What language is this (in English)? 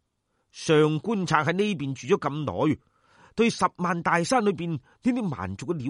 Cantonese